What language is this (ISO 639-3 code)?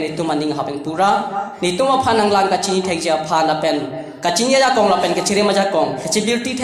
mjw